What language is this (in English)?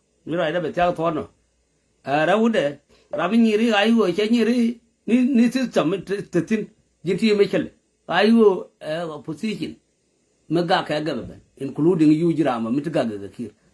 Nuer